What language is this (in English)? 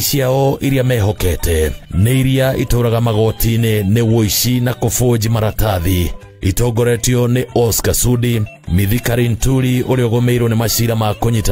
Kikuyu